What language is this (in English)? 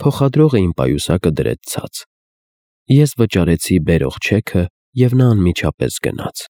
Armenian